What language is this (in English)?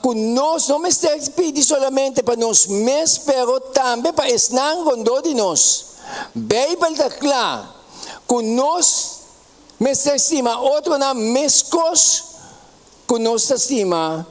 Papiamento